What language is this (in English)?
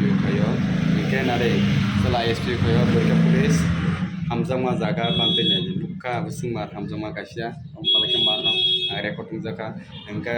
Kok Borok